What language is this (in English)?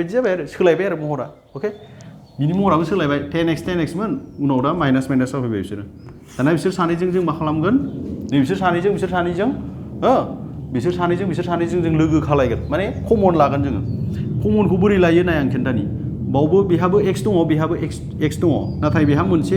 Bodo